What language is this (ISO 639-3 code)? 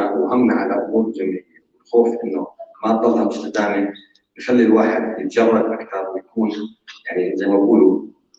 apc